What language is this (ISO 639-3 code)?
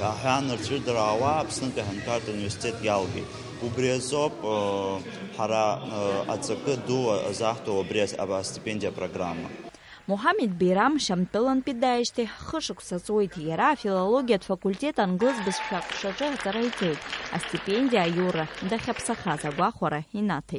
abk